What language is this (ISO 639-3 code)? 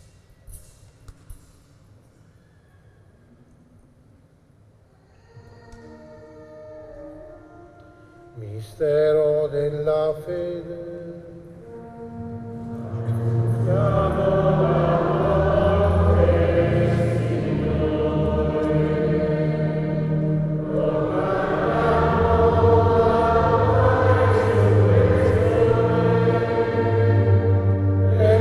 ita